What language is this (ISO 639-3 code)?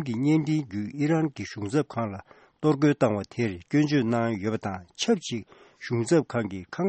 bod